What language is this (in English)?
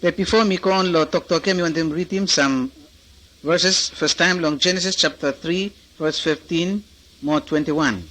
Bislama